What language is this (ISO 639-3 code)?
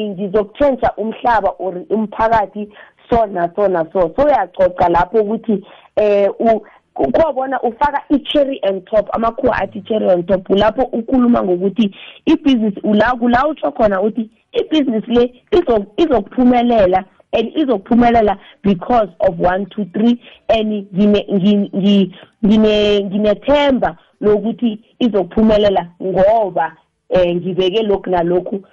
nbl